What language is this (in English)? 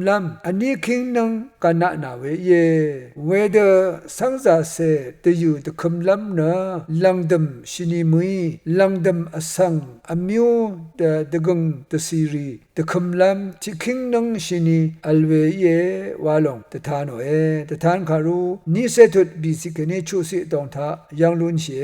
Rawang